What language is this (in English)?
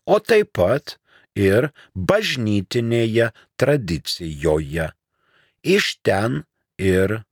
Lithuanian